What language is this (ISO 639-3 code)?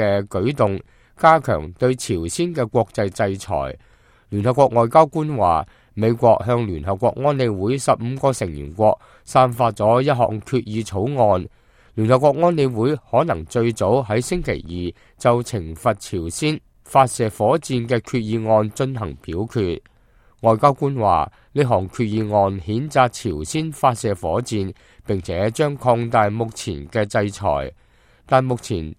yue